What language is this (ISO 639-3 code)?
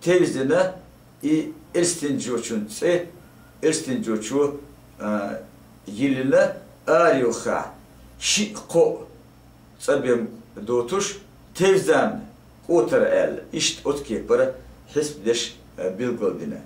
che